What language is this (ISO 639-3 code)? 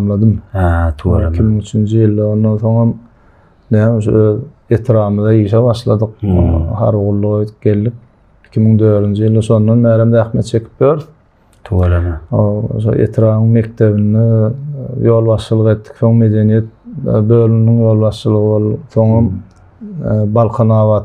tuk